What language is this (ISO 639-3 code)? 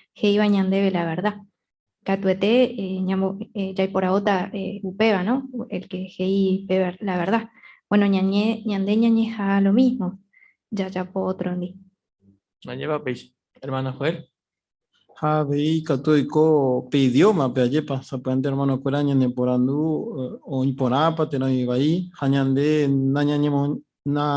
grn